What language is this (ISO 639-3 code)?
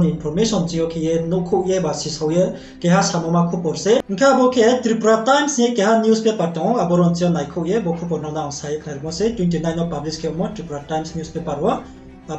ria